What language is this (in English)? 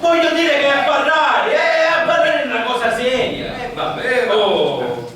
Sicilian